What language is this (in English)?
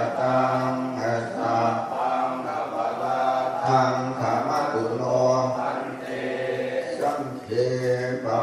Pali